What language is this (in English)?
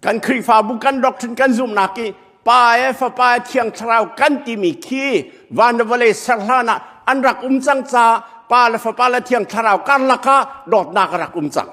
Hakha Chin